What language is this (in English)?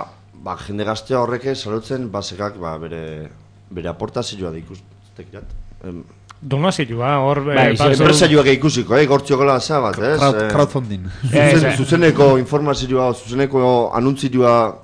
Basque